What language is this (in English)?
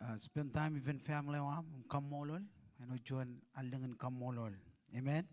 Marshallese